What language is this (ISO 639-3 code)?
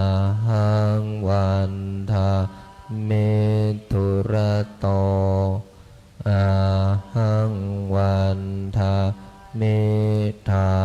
pli